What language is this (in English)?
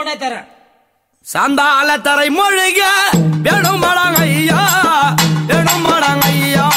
Tamil